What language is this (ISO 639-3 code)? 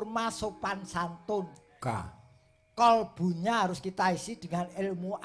jav